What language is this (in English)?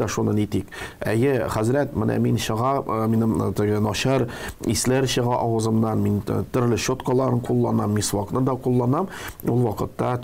Tatar